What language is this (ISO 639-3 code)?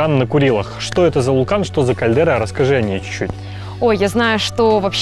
rus